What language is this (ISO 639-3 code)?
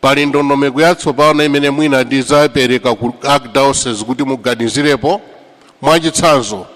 nya